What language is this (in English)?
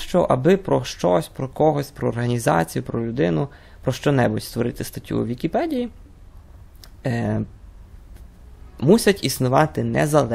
Ukrainian